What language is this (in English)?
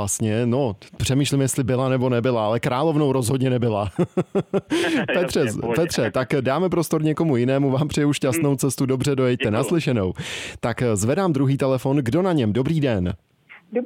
Czech